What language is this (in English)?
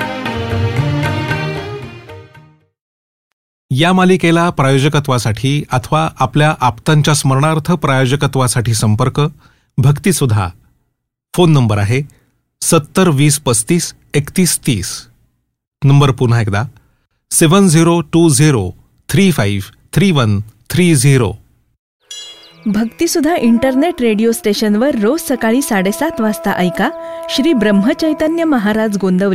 Marathi